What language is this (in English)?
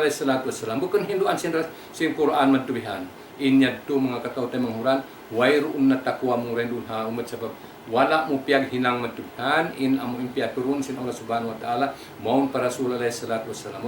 Tausug